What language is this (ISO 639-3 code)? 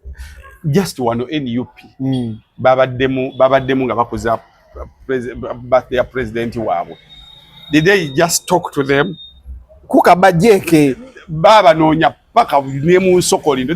lug